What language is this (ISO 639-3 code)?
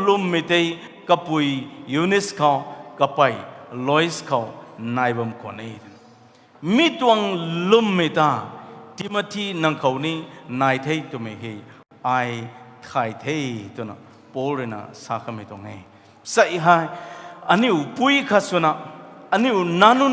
nbu